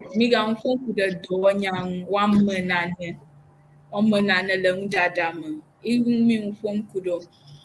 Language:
Ewe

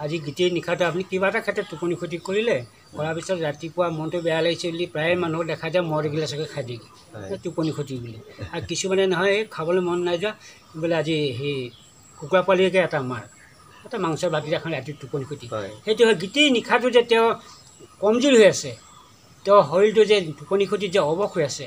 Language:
Assamese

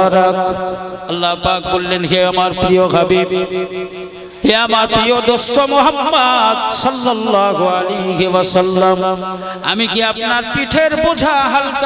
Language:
Bangla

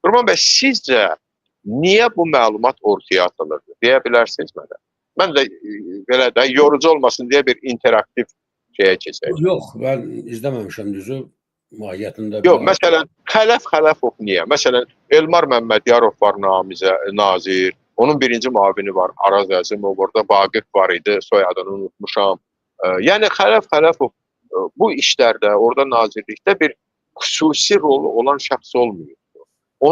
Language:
Azerbaijani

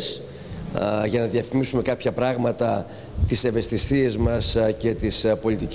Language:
Greek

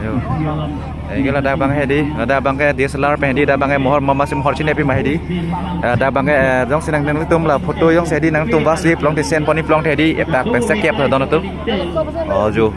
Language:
Karbi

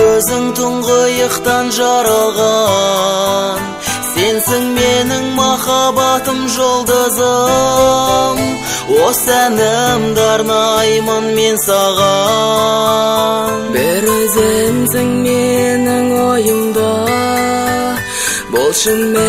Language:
Kazakh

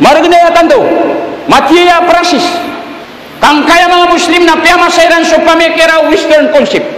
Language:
Maranao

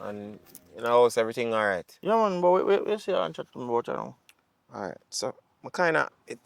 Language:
Jamaican Creole English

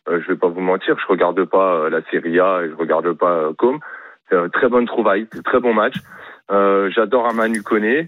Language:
French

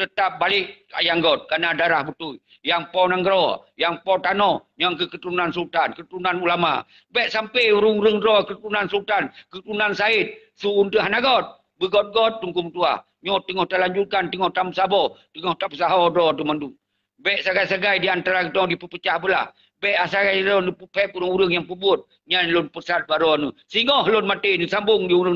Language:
Achinese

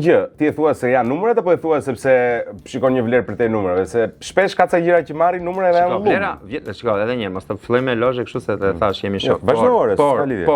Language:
Albanian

